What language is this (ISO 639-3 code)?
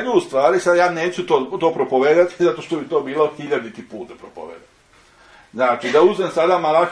srp